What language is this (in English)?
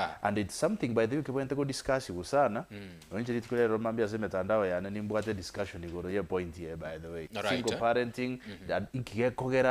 Gusii